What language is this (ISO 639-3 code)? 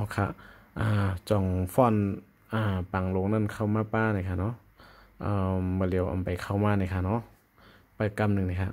shn